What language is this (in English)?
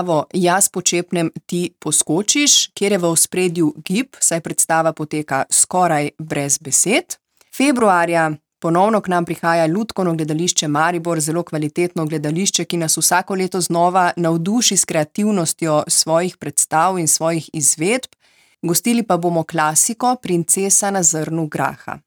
Slovenian